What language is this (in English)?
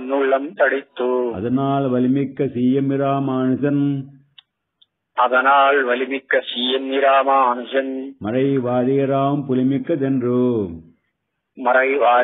Tamil